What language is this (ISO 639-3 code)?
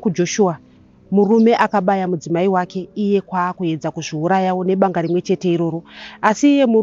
sna